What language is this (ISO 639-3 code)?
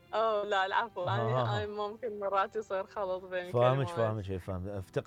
acm